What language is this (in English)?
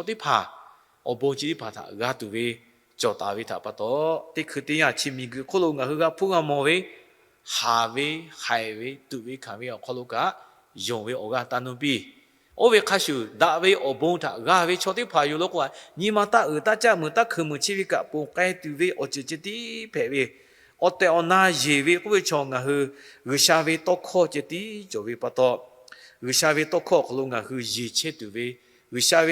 Lahu